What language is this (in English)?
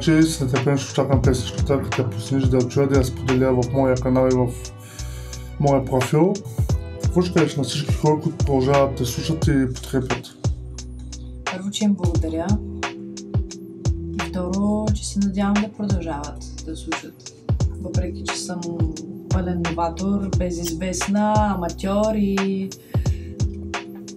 Bulgarian